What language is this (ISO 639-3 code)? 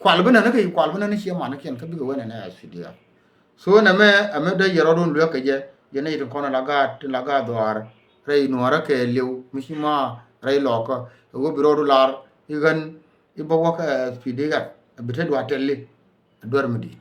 nus